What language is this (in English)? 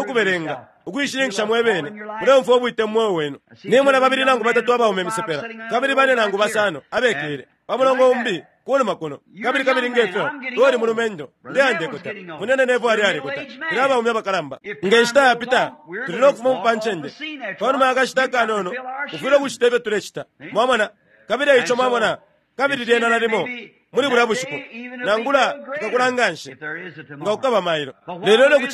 Bemba